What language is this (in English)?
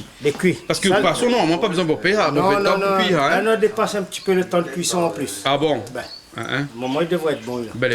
Réunion Creole French